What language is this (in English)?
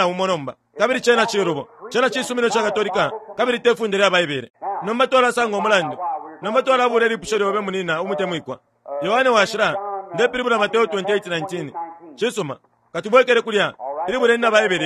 Bemba